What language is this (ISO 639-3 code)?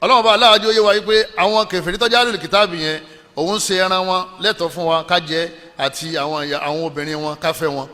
yor